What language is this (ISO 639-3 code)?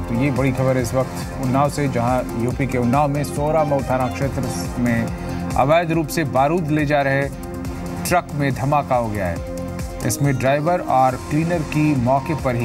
hin